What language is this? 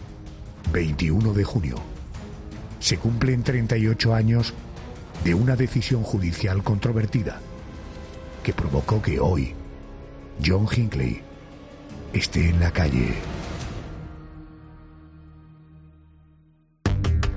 Spanish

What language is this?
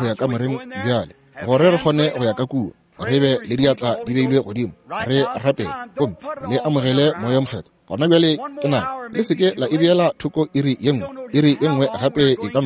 Northern Sotho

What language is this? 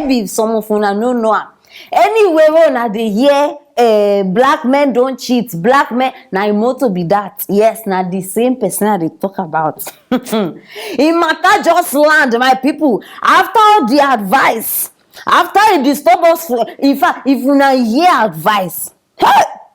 Nigerian Pidgin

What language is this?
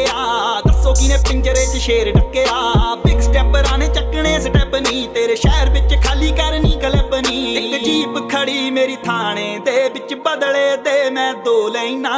Punjabi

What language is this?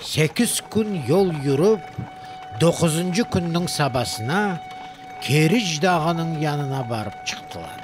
Crimean Tatar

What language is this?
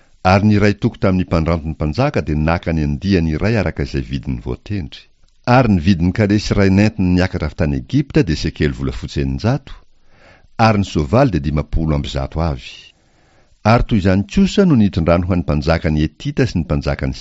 Malagasy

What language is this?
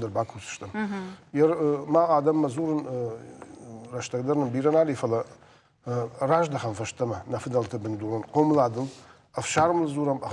Ossetic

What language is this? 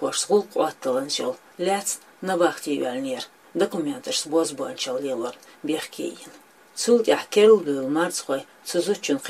Chechen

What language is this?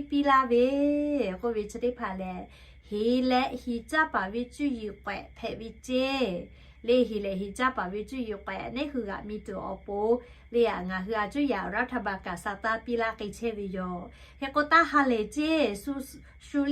Lahu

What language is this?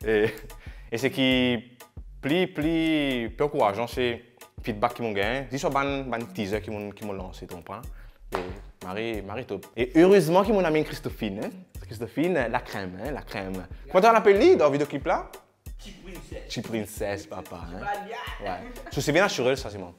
Morisyen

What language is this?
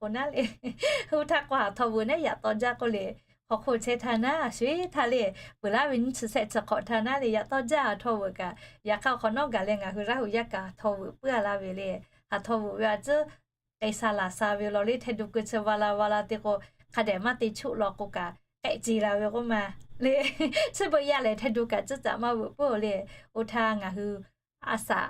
Lahu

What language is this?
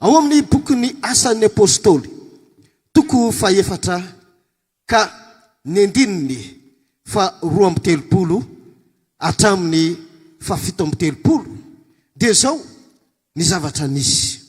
Malagasy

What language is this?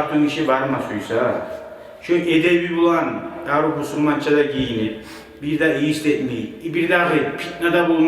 Kumyk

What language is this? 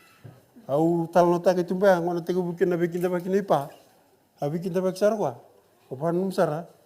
Fijian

